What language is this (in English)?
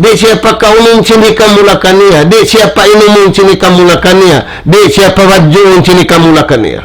Tausug